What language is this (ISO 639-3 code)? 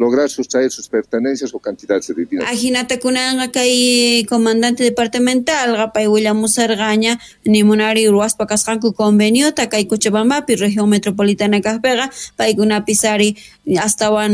quh